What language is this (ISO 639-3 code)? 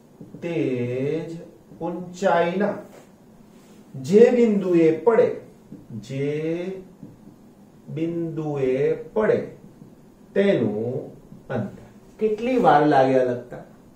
guj